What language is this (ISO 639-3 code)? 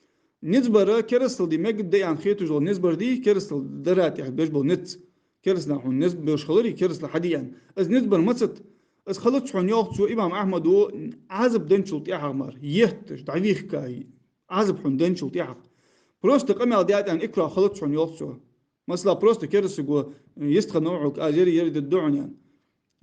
inh